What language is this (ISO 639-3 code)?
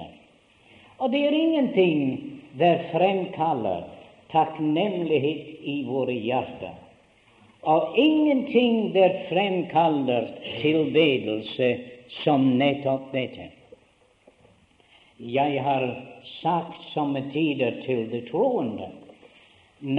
nor